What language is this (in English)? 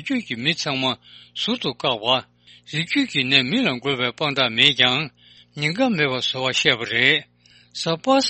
Tibetan